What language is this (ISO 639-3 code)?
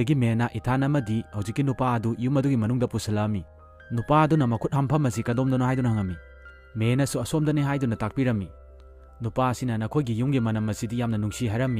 mni